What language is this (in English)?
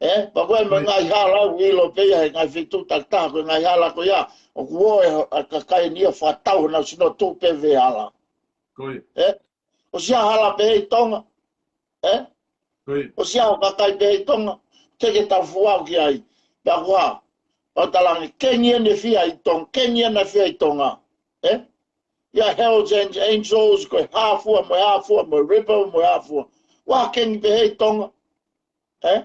Tongan